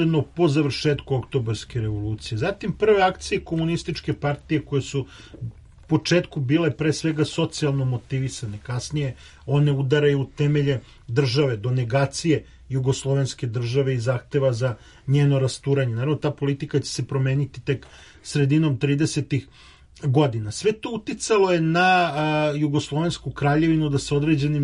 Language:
Serbian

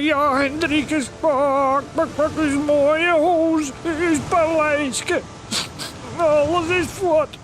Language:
Western Frisian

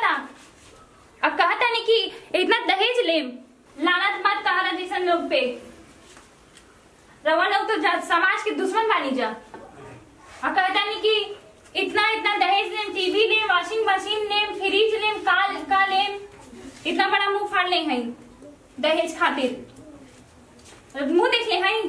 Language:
Bhojpuri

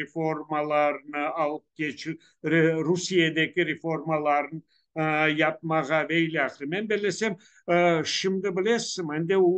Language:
Crimean Tatar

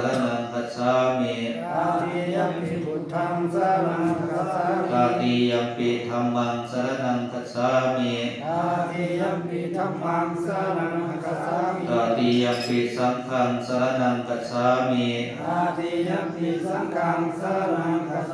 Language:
Pali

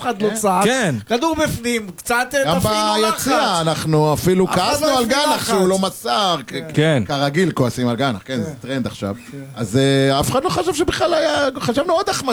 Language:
Hebrew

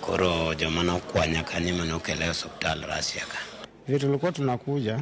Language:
Luo (Kenya and Tanzania)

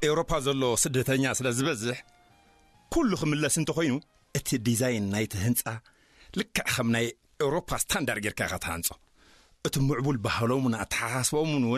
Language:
Tigrinya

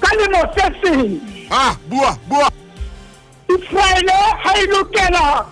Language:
Southern Sotho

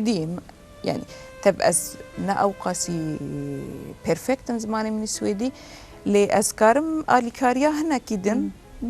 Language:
Kurdish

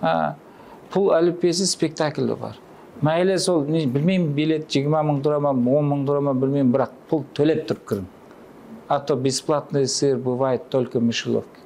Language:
Kara-Kalpak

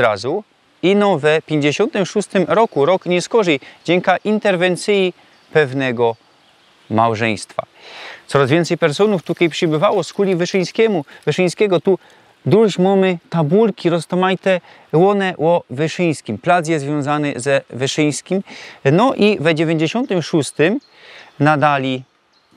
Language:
Silesian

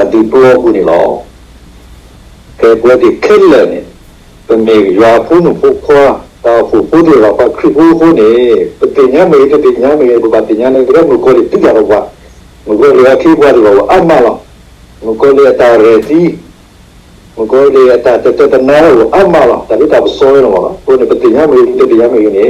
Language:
S'gaw Karen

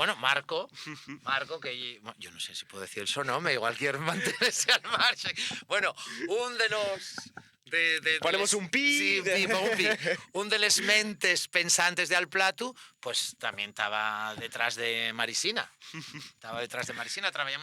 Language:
Asturian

